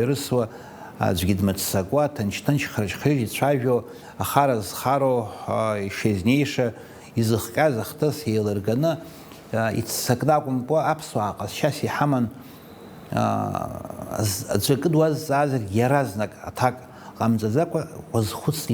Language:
Abkhazian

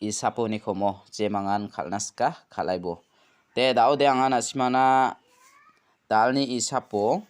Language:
Garo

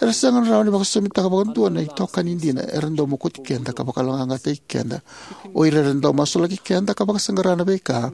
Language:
Fijian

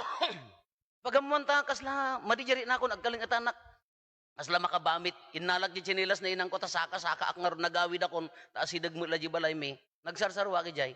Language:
Iloko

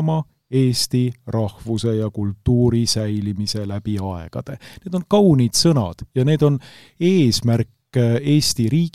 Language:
Estonian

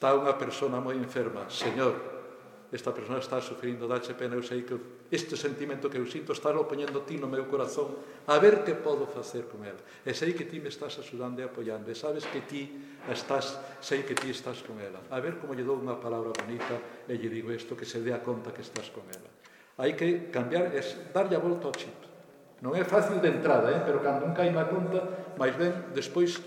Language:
Galician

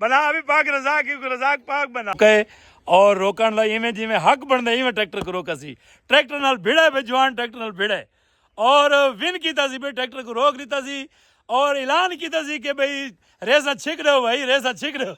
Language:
Saraiki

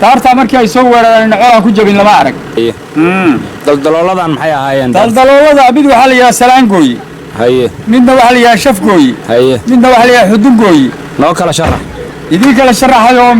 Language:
Somali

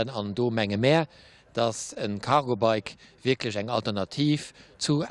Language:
Luxembourgish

